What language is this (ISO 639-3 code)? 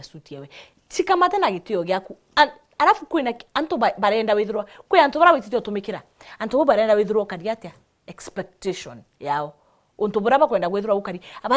mer